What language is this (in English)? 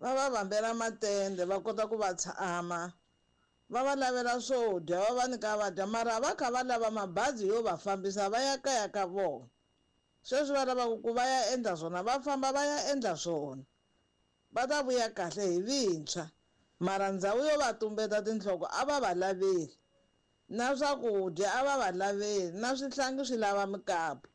Tsonga